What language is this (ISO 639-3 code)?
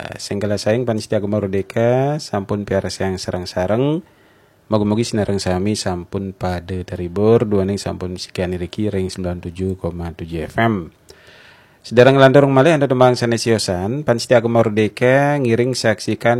ban